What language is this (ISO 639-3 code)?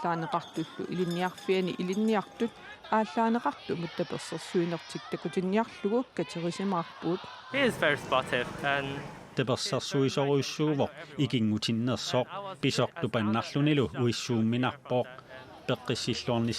kal